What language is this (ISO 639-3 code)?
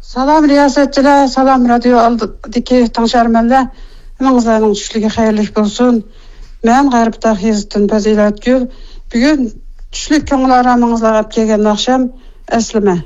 uig